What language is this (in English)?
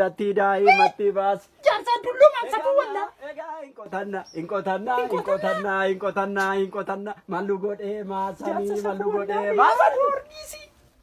Oromo